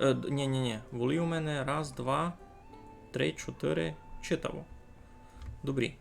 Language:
Rusyn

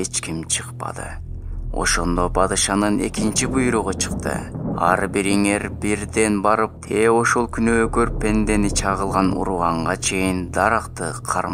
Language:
Kyrgyz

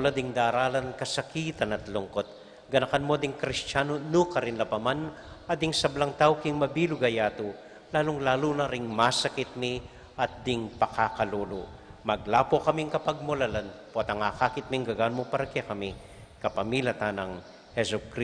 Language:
Pampanga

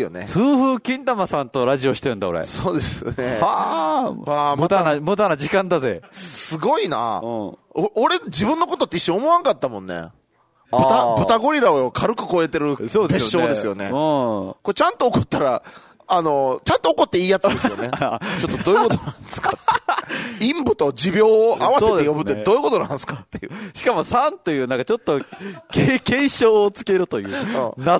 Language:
Japanese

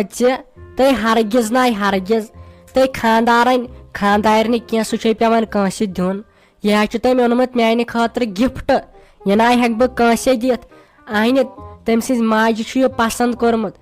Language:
Kashmiri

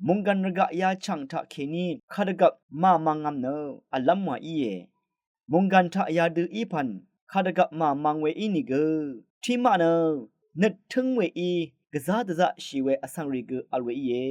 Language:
Rawang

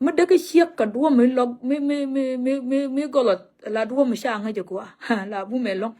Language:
Nuer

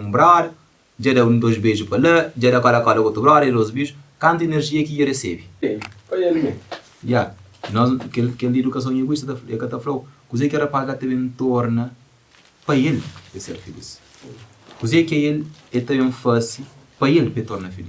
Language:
Kabuverdianu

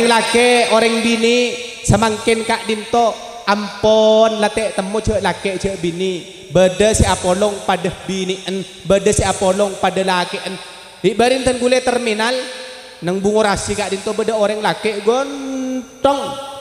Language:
Madurese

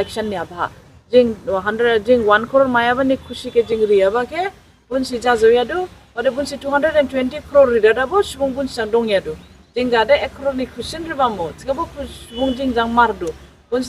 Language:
Dimasa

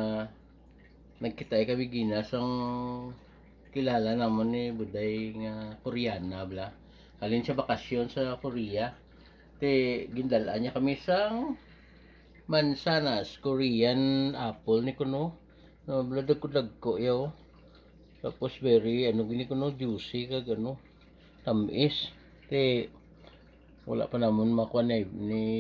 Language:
Hiligaynon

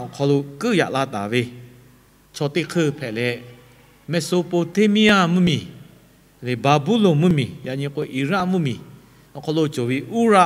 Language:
Lahu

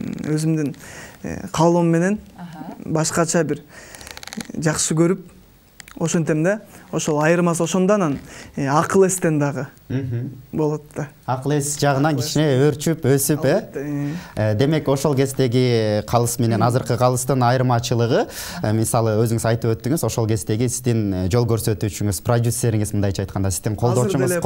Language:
Kyrgyz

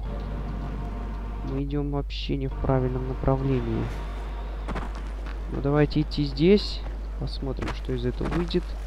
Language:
Russian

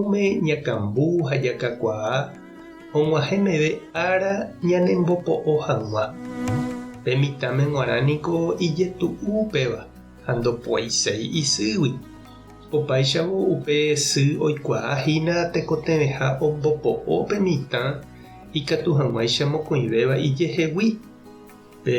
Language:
Guarani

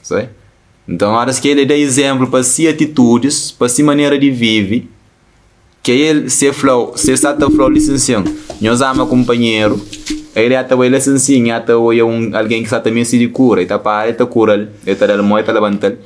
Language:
Kabuverdianu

